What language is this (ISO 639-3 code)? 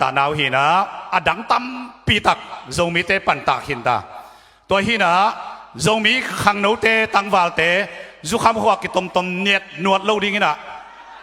ctd